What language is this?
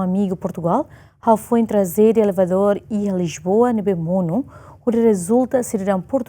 Tetum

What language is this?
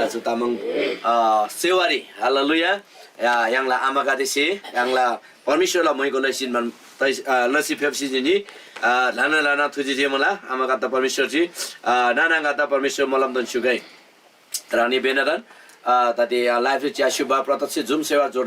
Eastern Tamang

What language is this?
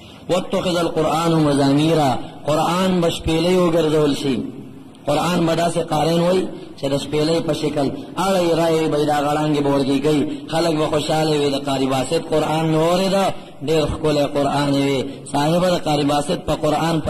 Pashto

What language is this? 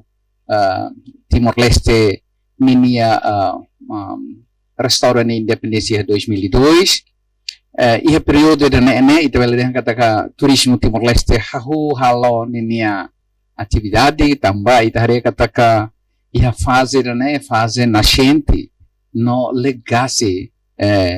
Tetum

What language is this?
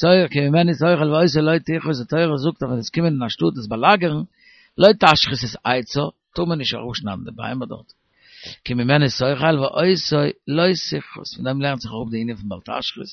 Yiddish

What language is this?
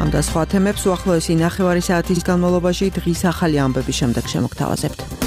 Georgian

